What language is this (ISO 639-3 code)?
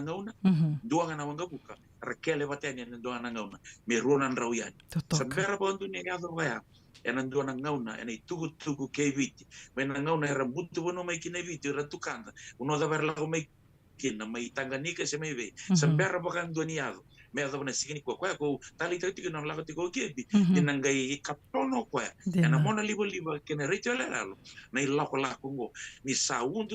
fij